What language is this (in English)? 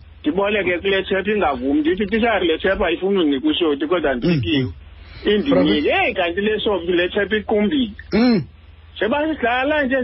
Xhosa